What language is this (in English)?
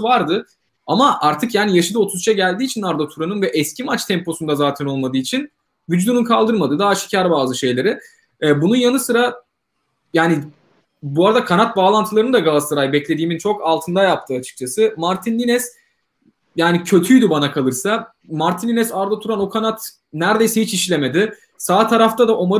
Turkish